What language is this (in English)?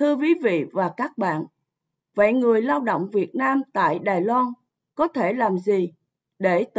Vietnamese